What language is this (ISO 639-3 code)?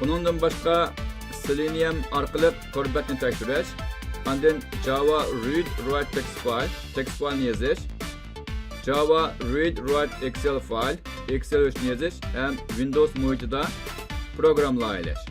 uig